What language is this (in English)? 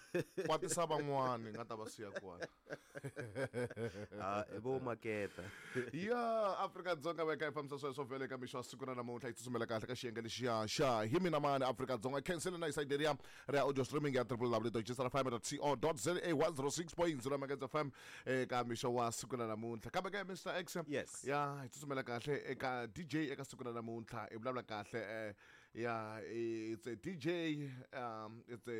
Tsonga